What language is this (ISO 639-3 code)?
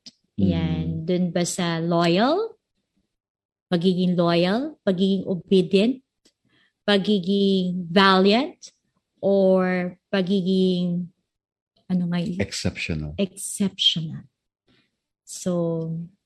fil